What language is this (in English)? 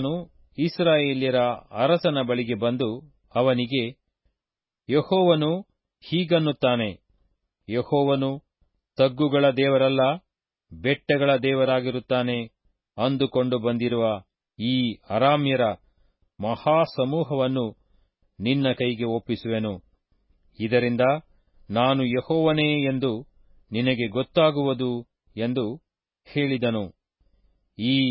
Kannada